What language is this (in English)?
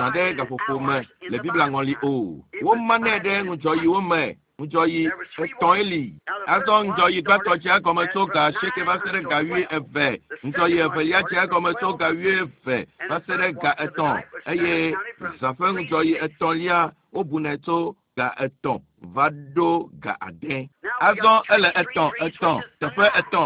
Ewe